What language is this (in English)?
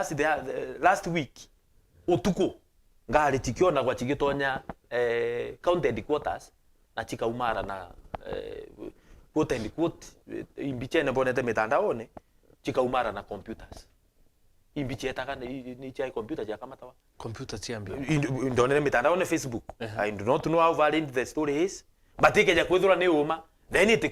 Meru